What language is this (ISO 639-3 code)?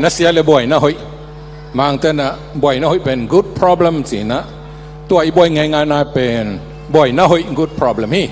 ctd